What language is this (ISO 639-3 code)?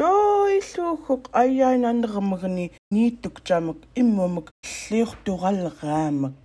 esu